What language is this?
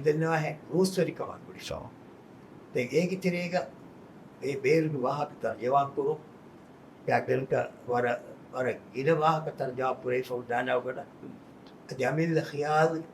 Divehi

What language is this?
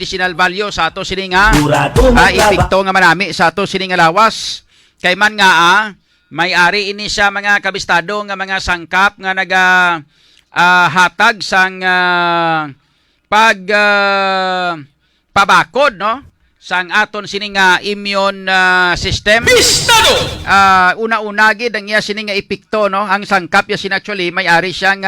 Hiligaynon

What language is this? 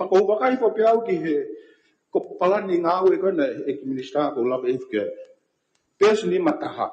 Tongan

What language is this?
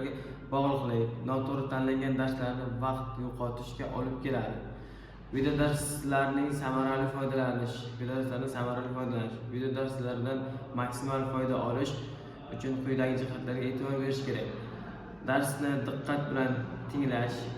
Uzbek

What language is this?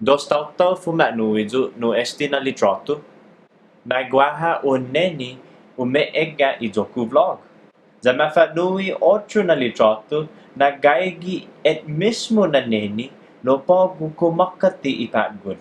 Chamorro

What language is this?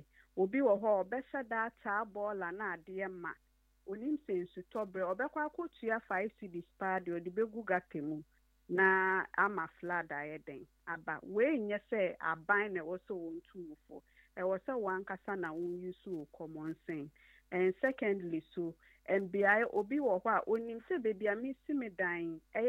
Akan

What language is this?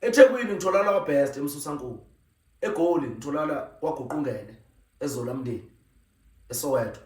Zulu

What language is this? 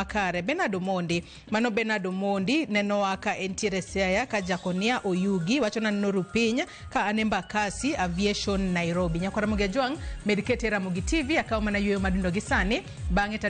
Luo (Kenya and Tanzania)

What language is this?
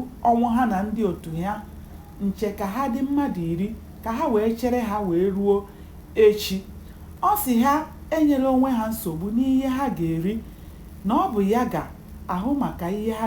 Igbo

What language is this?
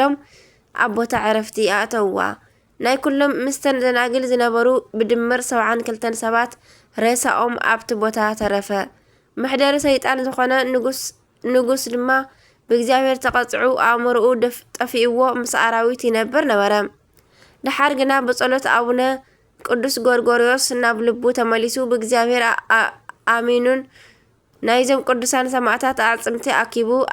Tigrinya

